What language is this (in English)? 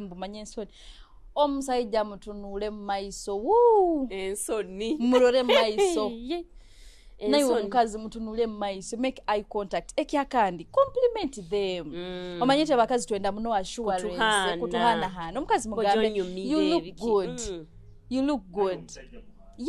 Nyoro